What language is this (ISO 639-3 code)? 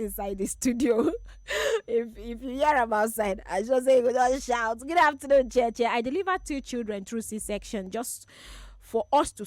pcm